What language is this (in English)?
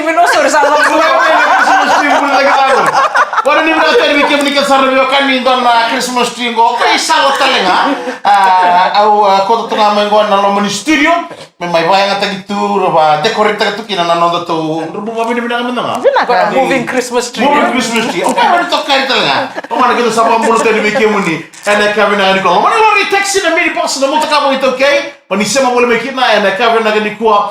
Fijian